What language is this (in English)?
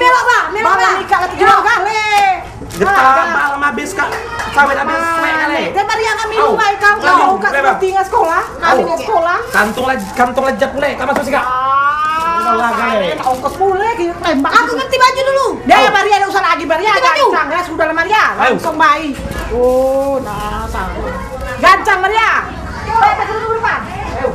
Musi